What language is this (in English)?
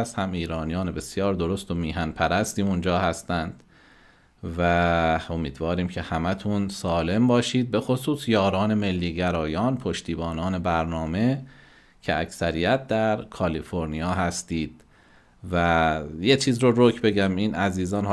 Persian